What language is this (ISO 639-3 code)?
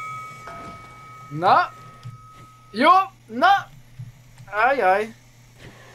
hun